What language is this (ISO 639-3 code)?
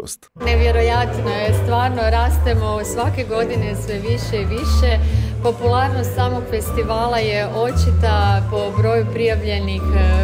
hrv